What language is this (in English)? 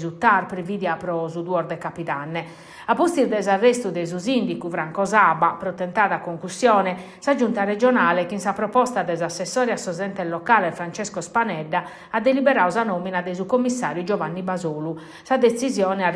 Sardinian